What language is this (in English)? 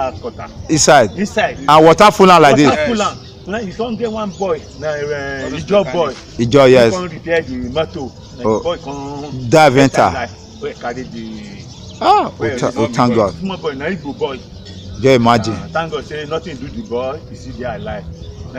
Nigerian Pidgin